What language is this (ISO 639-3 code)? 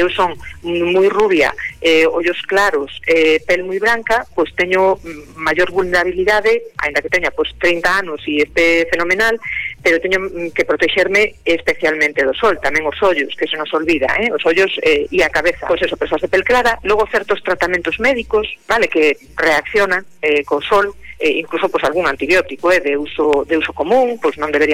glg